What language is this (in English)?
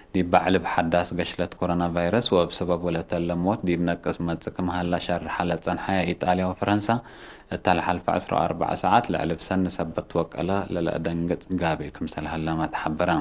Tigre